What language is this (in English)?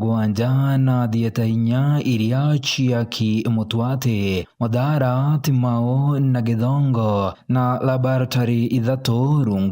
Meru